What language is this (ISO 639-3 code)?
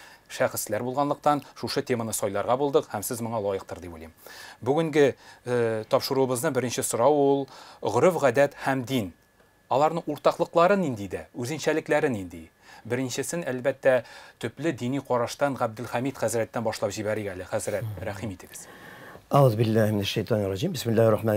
tat